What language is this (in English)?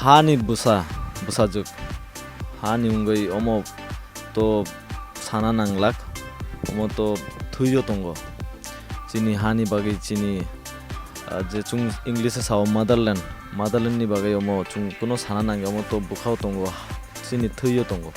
Kok Borok